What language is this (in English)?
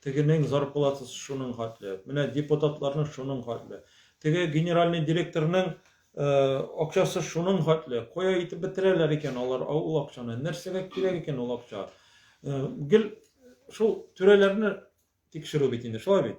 Tatar